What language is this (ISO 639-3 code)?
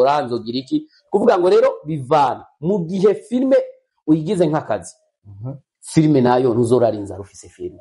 run